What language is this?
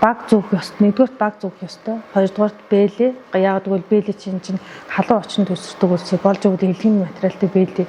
Mongolian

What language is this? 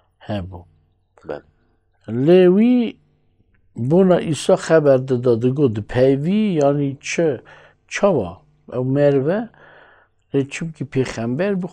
Kurdish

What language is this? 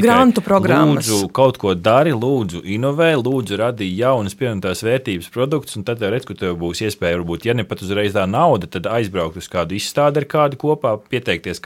Latvian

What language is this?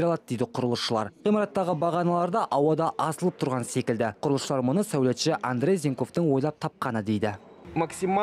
Kazakh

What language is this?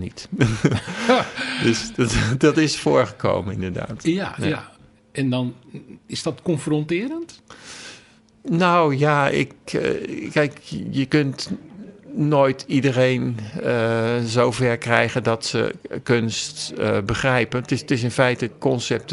Dutch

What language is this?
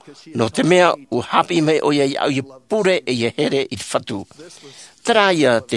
Tahitian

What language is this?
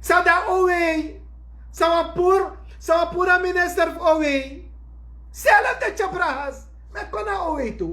Sranan Tongo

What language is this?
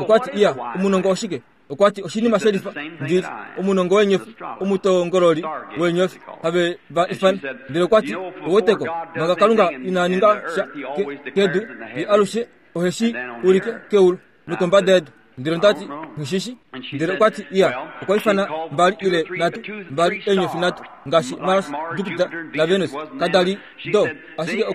Kuanyama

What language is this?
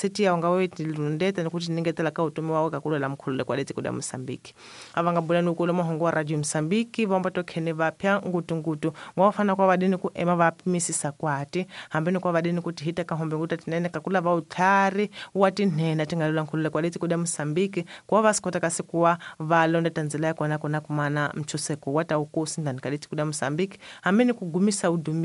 Tsonga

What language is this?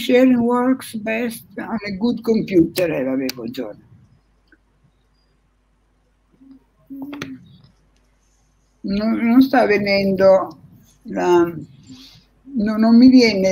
Italian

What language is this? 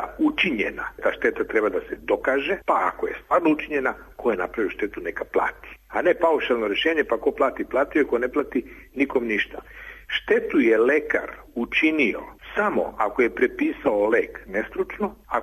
Serbian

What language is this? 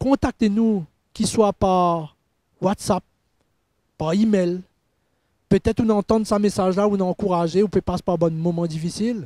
Morisyen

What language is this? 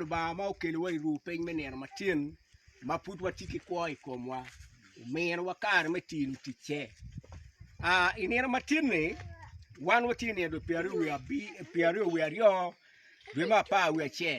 Acoli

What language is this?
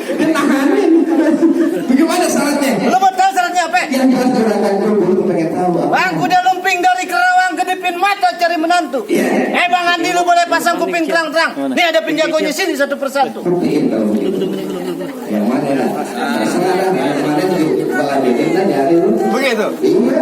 Betawi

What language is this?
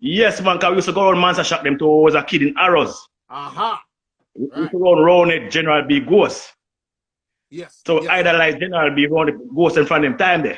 Jamaican Creole English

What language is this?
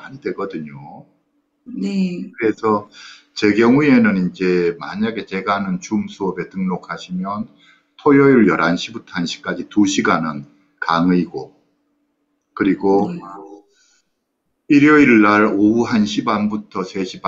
Korean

